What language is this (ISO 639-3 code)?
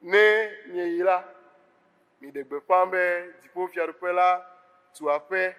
ewe